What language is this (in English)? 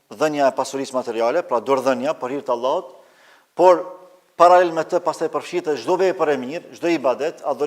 Albanian